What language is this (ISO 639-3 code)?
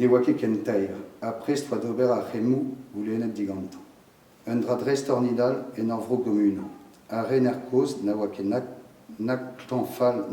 bre